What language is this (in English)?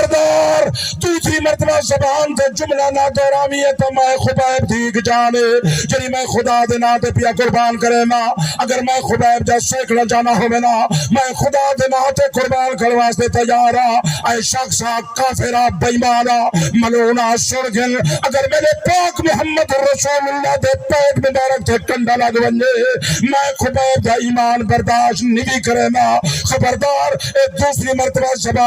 Saraiki